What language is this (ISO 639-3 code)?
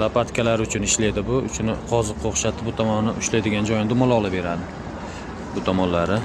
uzb